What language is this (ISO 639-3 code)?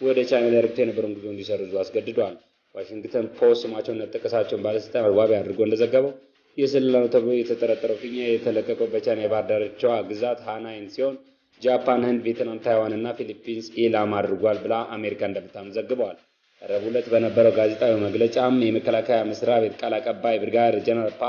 amh